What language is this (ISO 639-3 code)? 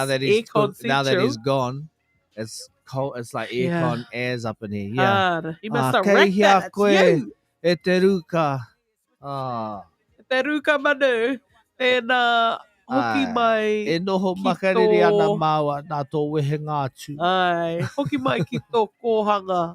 mri